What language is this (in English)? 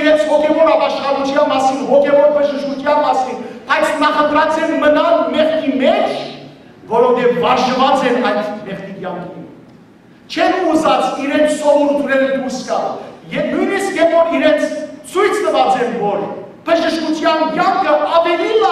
Western Armenian